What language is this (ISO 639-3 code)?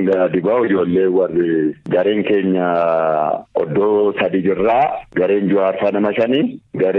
orm